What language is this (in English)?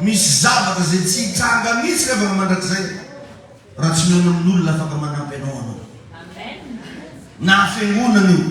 Malagasy